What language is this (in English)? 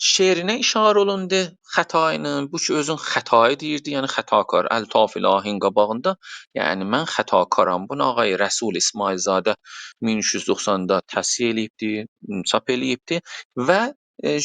South Azerbaijani